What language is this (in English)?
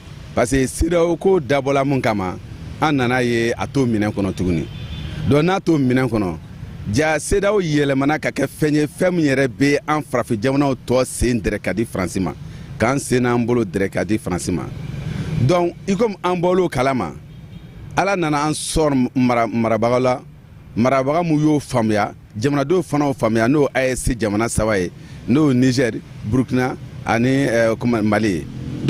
Bambara